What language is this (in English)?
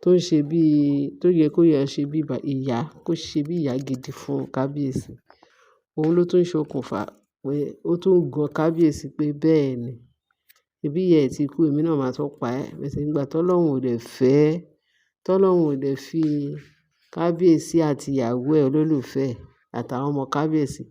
Yoruba